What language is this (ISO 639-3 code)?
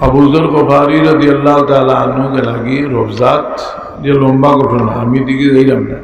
syl